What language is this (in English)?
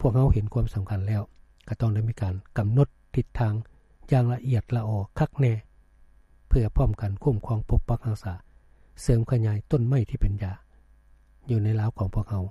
Lao